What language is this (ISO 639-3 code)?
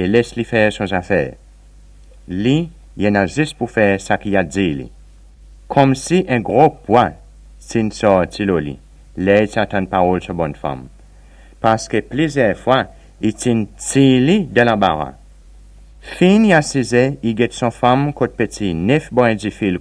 crs